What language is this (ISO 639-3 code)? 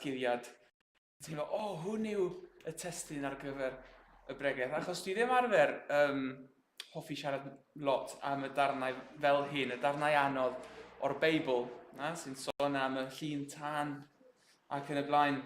cym